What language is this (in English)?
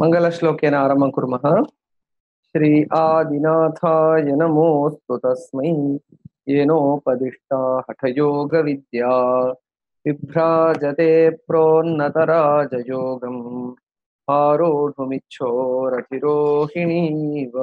Sanskrit